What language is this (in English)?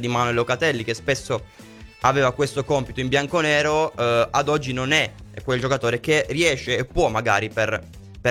Italian